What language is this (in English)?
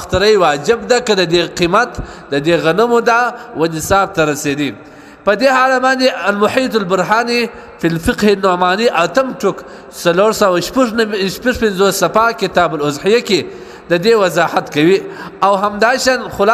Pashto